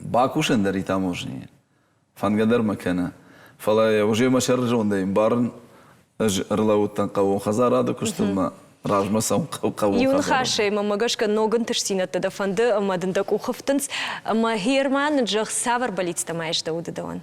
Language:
Ossetic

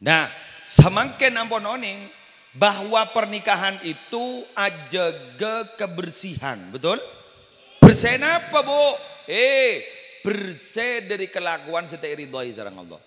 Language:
Madurese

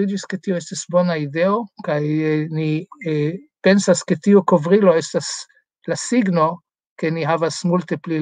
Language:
Esperanto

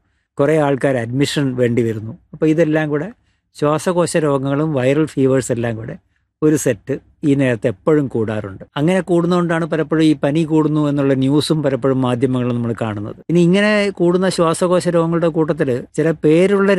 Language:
Malayalam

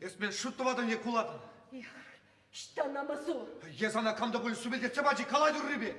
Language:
Chuvash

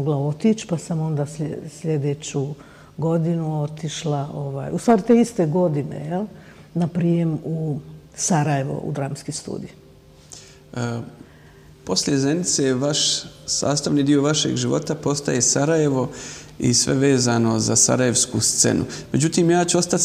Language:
Bosnian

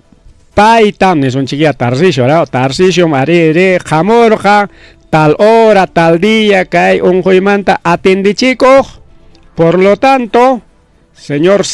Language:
Ayacucho Quechua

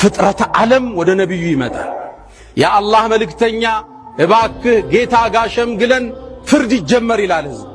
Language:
Amharic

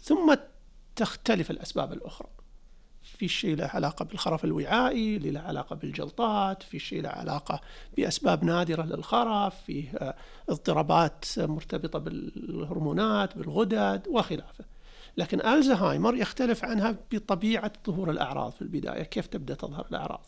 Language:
Najdi Arabic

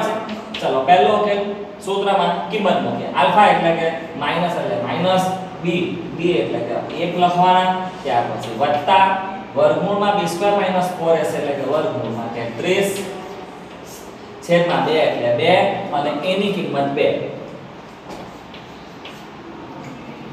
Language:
Gujarati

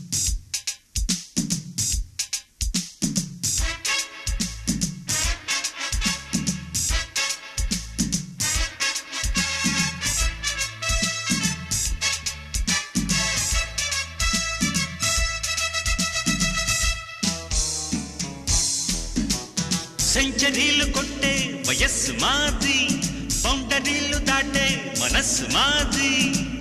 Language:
Telugu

